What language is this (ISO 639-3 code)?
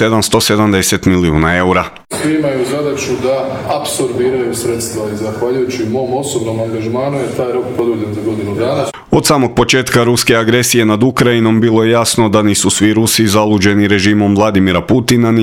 hrv